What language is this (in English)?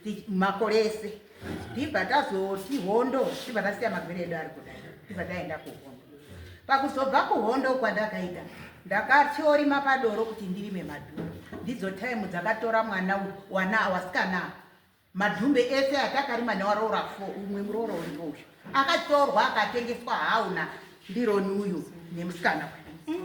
Shona